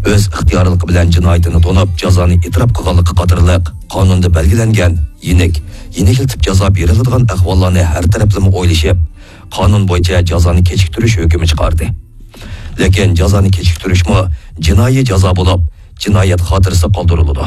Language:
Uyghur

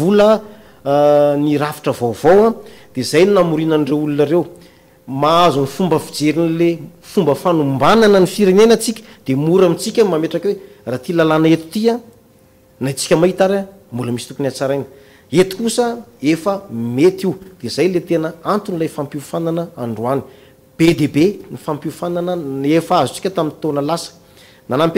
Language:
Malagasy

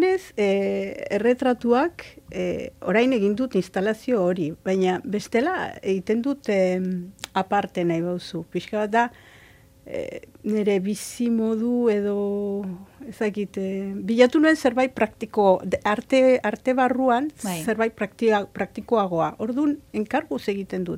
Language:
Basque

